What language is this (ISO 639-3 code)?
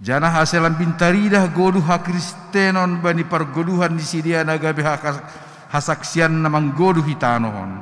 bts